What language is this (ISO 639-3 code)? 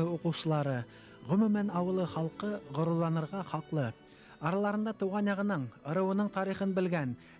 bak